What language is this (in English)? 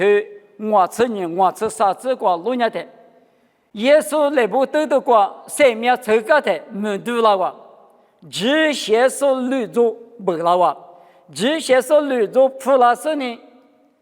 Lisu